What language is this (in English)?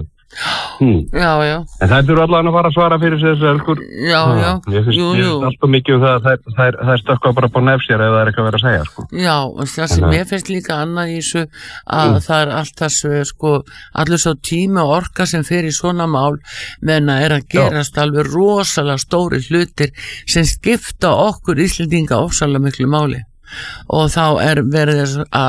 Icelandic